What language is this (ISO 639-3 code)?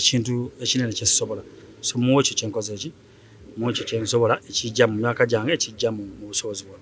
lug